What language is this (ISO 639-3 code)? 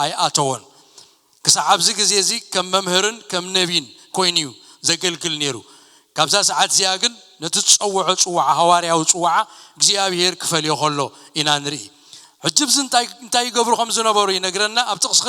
tir